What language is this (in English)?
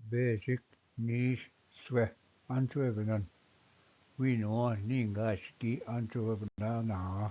Ojibwa